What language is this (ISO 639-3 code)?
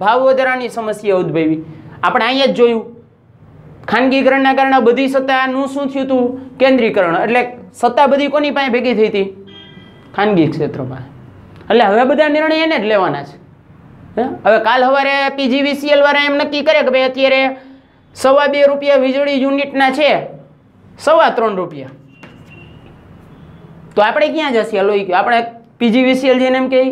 guj